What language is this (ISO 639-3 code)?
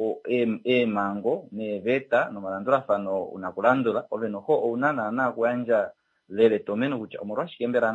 kua